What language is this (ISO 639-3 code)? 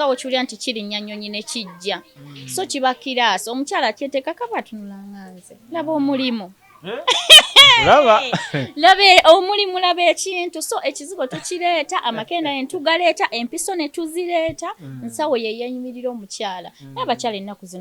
lug